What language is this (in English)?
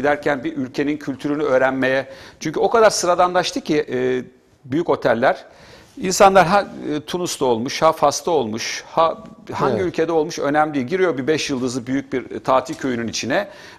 Turkish